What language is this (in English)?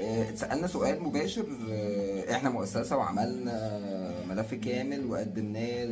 Egyptian Arabic